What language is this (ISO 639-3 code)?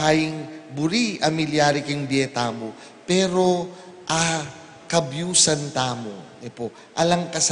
pam